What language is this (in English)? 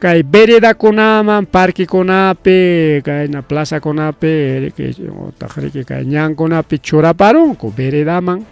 Ayacucho Quechua